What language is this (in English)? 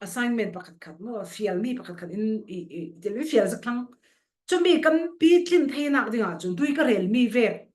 Falam Chin